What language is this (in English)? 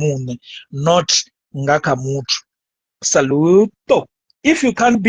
Venda